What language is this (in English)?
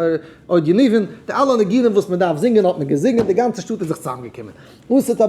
Yiddish